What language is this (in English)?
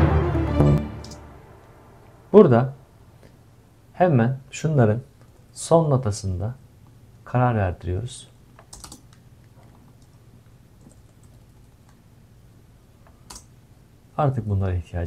Turkish